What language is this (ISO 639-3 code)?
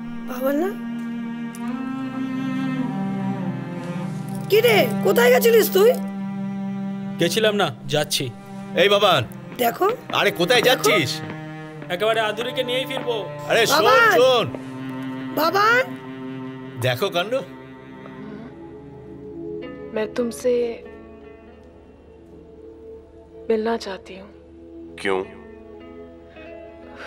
ben